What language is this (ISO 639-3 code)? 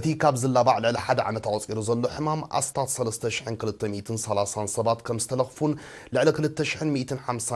tir